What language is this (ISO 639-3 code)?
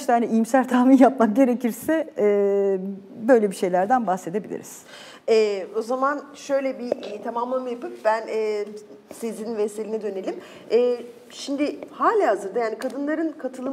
tur